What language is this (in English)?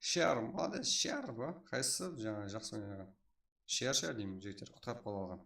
Kara-Kalpak